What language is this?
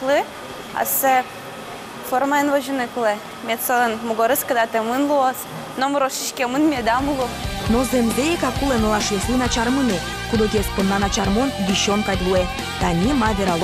Udmurt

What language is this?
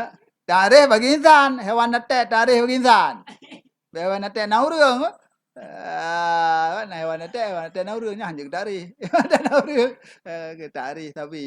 Achinese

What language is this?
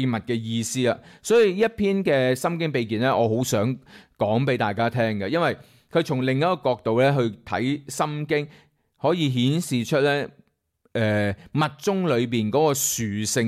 Cantonese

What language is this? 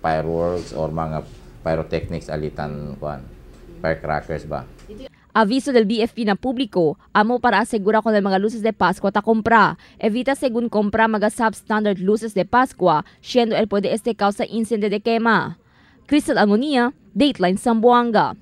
Chavacano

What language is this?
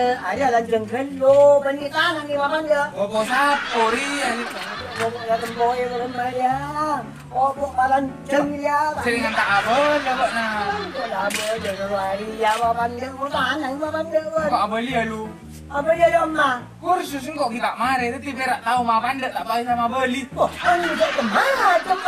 Madurese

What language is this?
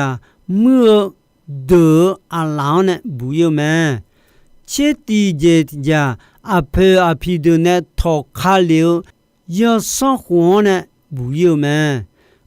Akha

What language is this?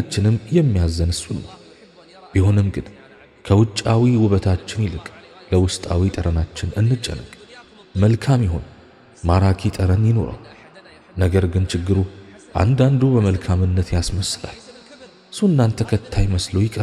Amharic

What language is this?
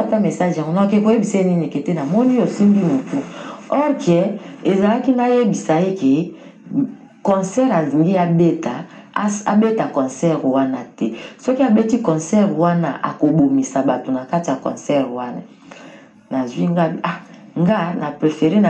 Lingala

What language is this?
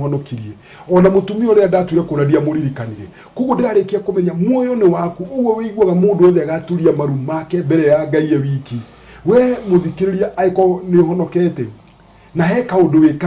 Kikuyu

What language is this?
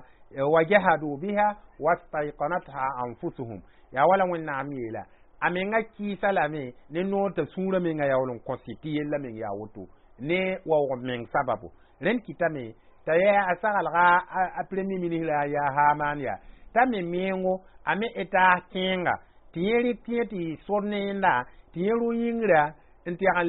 Mossi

